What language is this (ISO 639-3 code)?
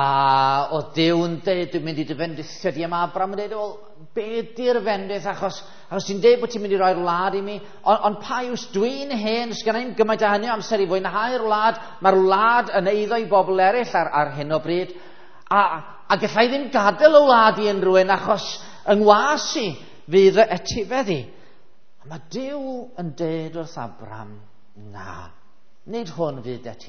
cym